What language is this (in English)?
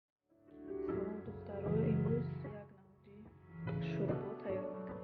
Tajik